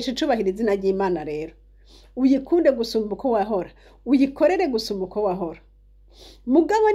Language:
Rundi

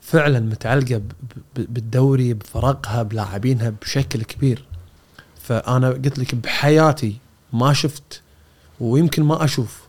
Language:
Gulf Arabic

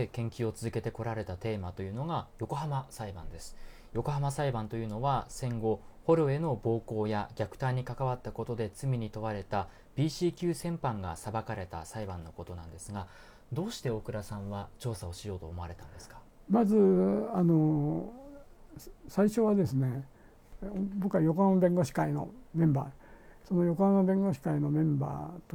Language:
Japanese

